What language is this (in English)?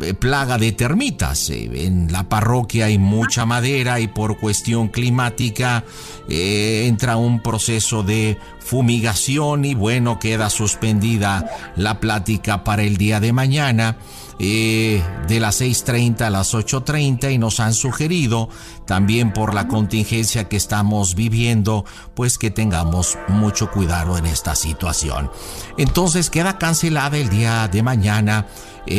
Spanish